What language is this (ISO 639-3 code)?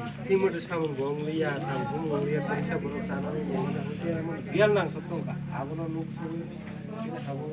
trp